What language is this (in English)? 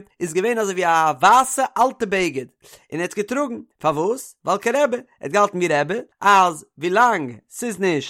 Yiddish